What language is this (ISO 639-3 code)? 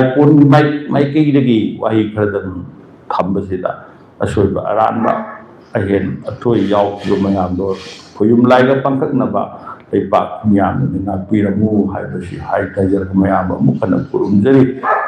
mni